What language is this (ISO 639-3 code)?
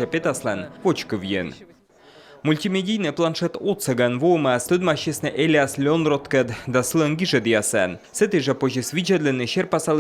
kom